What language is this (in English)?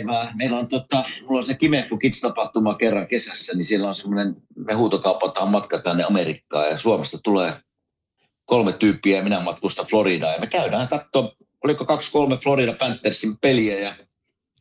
Finnish